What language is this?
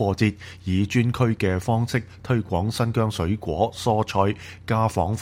Cantonese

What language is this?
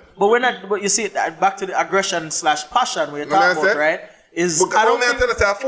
Jamaican Creole English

